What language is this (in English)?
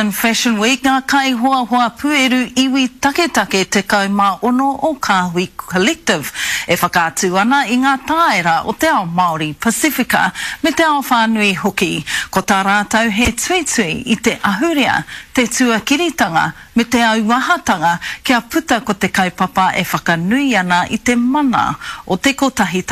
Māori